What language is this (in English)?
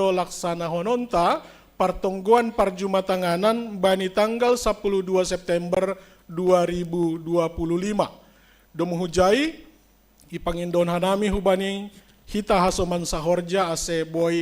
Batak Simalungun